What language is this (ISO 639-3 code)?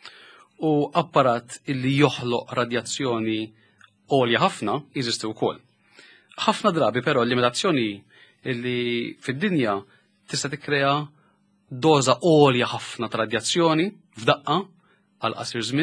mlt